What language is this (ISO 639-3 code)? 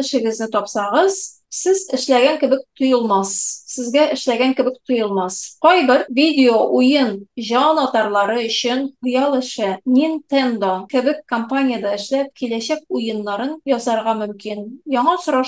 tat